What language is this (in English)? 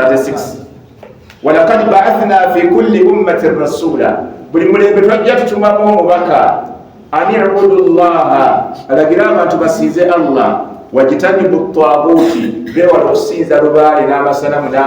Ganda